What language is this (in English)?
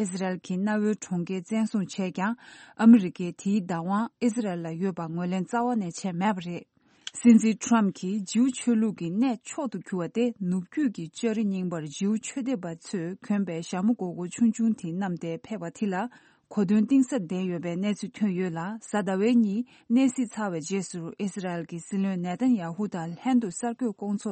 Tibetan